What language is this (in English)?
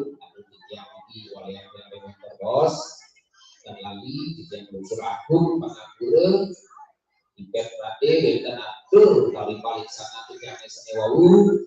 Balinese